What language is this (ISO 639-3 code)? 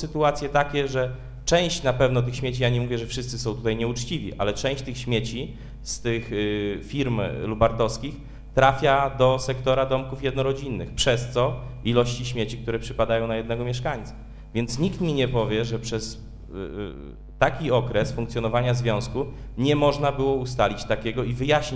pol